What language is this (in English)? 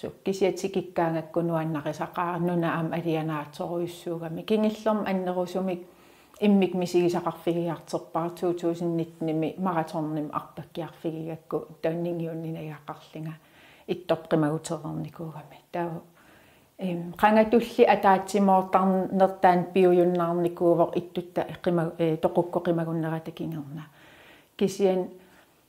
Kalaallisut